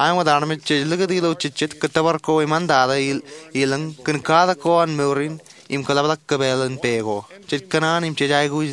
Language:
Marshallese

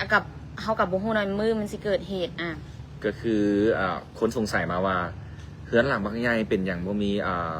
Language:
Lao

